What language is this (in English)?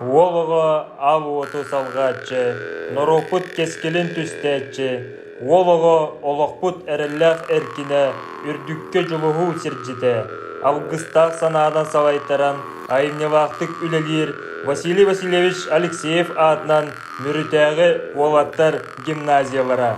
Yakut